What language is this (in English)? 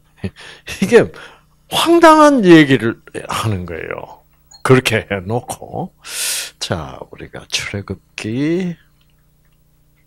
Korean